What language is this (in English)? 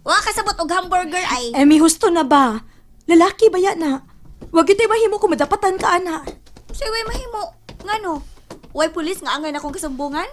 Cebuano